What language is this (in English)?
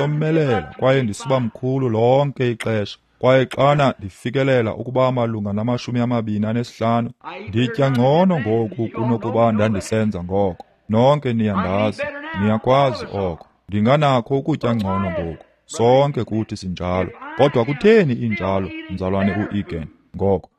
Xhosa